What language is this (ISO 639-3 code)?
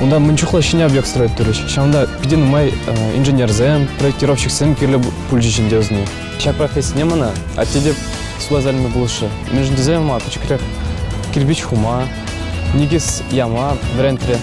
chv